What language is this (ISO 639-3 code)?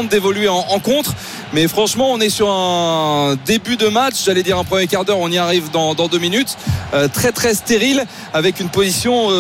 fra